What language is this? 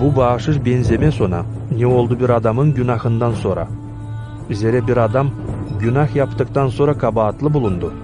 Gagauz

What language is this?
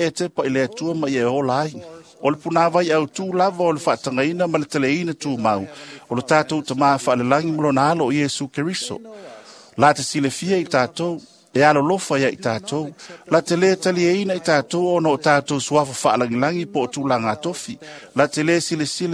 Samoan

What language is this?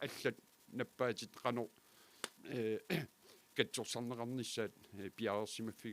Kalaallisut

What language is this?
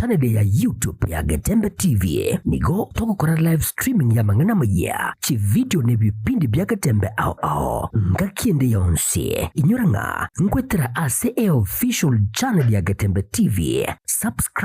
Gusii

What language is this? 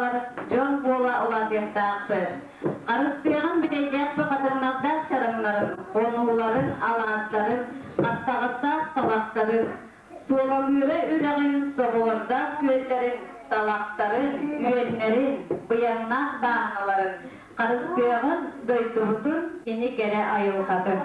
Yakut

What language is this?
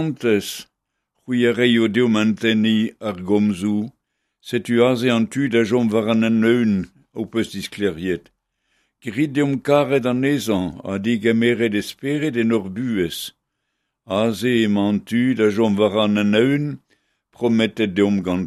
Breton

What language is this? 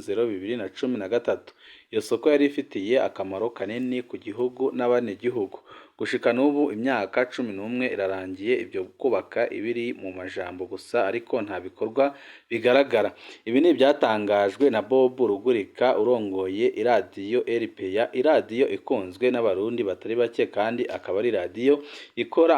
Rundi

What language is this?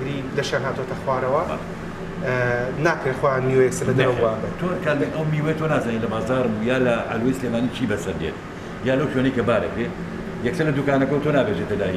Central Kurdish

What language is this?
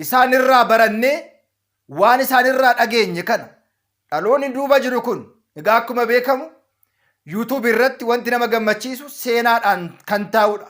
Oromo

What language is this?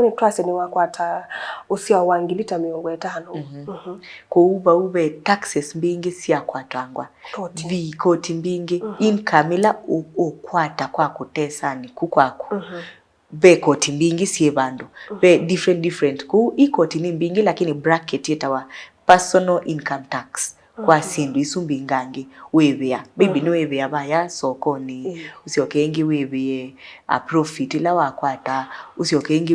Kamba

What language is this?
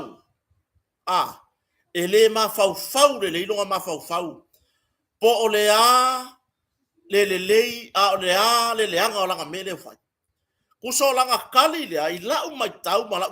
Samoan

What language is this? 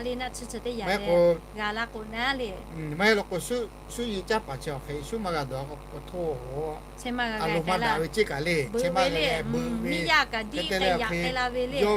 Lahu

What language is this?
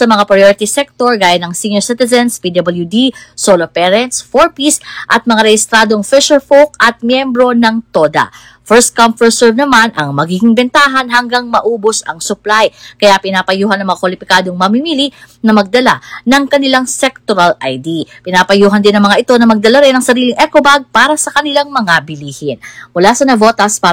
Filipino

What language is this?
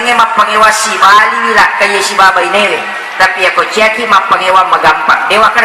Buginese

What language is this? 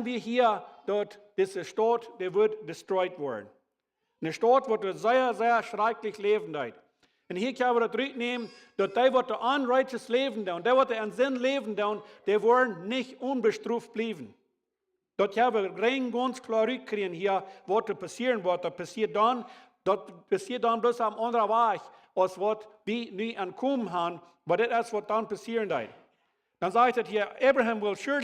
Plautdietsch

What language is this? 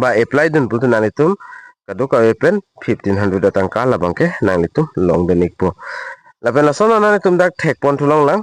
Karbi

